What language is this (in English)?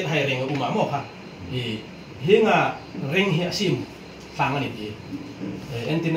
Hmar